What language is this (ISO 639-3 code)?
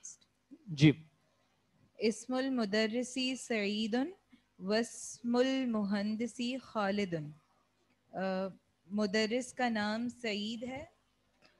urd